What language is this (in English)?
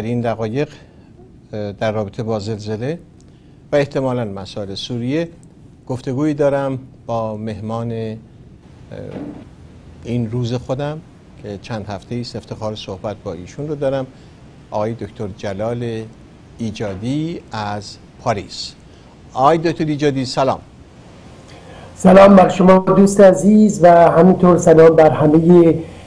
Persian